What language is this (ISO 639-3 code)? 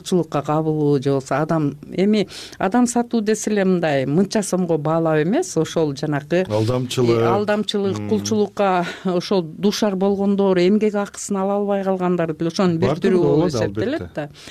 kir